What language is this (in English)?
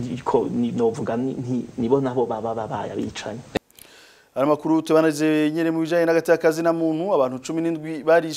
Rundi